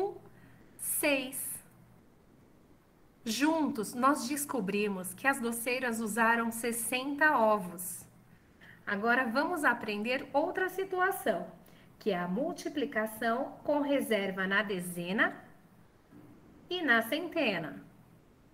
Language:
Portuguese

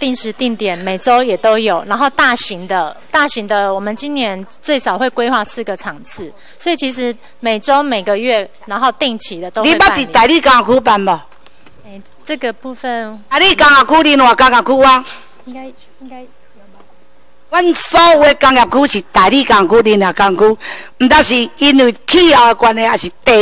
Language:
Chinese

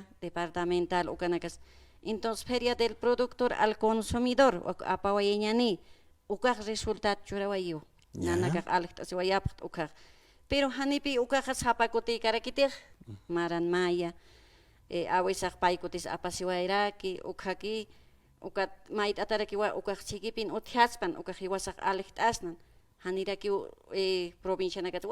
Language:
Aymara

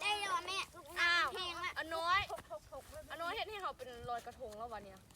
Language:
Lao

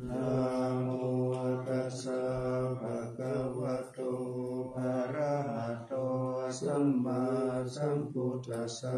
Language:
Pali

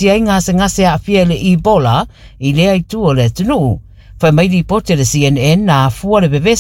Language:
Samoan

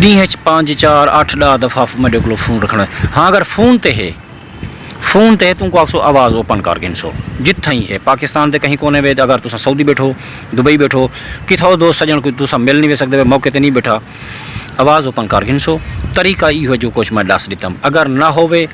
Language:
Saraiki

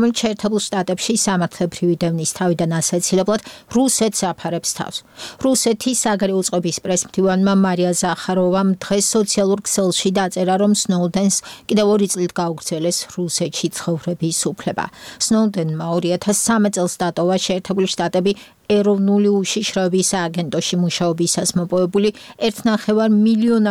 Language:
Georgian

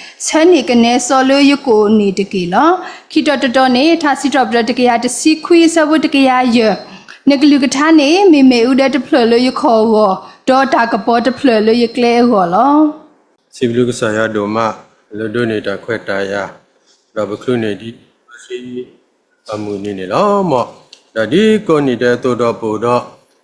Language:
S'gaw Karen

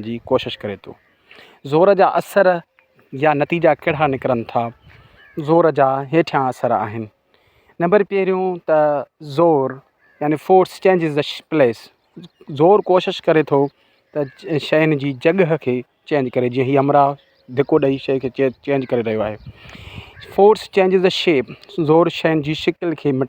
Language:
Sindhi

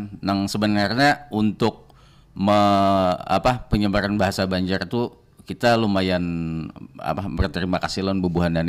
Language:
Banjar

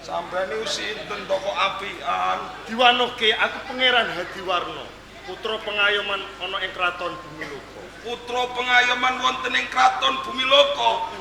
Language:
Javanese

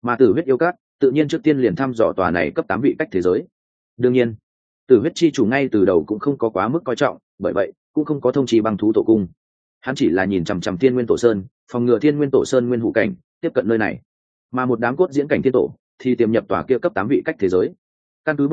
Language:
Vietnamese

